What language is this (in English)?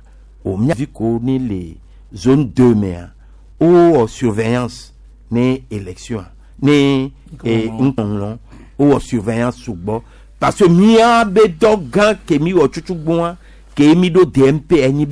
Gen